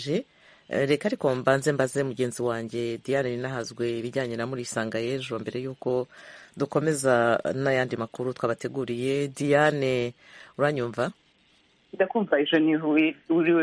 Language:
Kinyarwanda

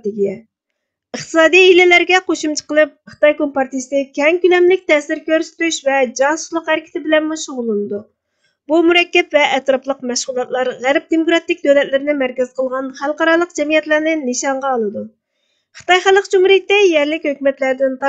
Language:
Uyghur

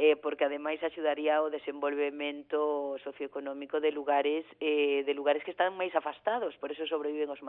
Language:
Galician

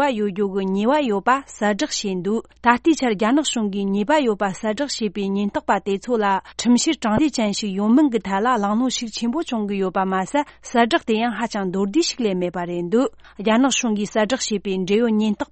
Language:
Tibetan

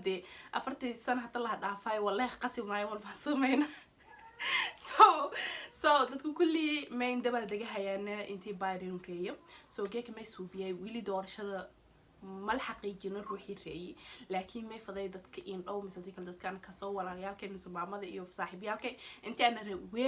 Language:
Somali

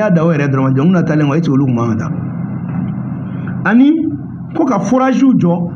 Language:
Bambara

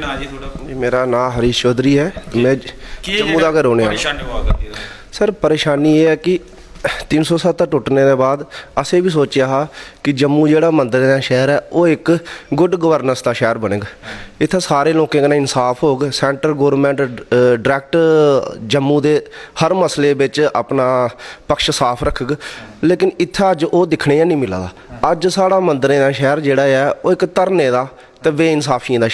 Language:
Dogri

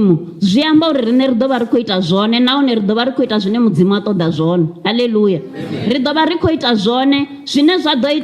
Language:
Venda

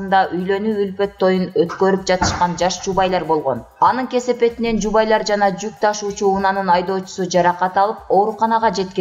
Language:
Kyrgyz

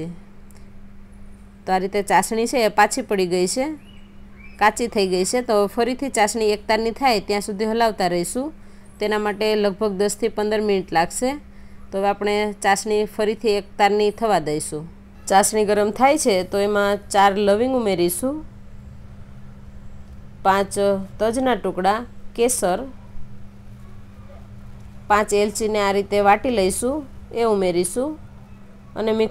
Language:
Gujarati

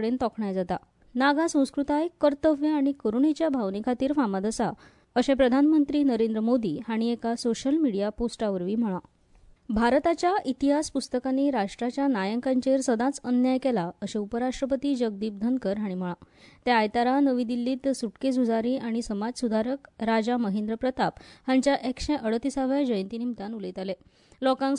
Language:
Konkani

